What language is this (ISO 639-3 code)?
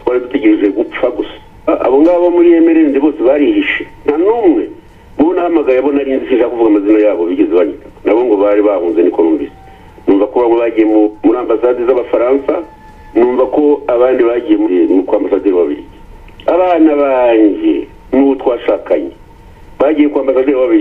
kin